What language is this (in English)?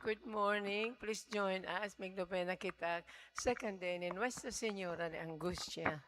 Bikol